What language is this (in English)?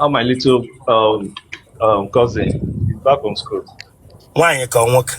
Igbo